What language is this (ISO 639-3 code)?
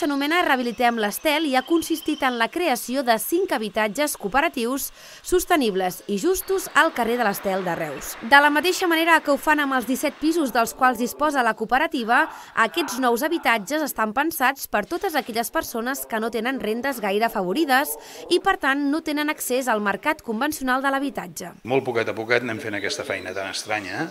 cat